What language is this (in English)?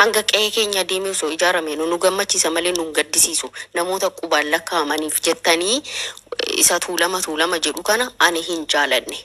Oromo